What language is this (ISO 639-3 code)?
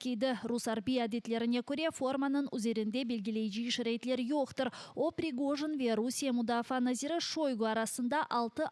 crh